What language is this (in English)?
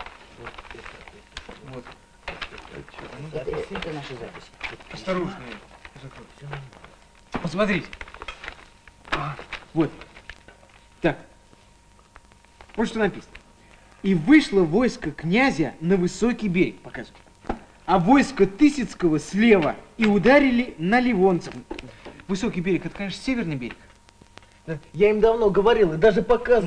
Russian